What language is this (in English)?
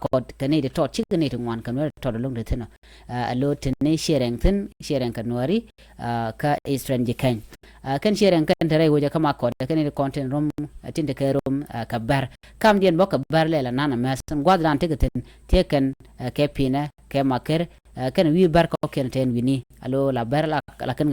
Nuer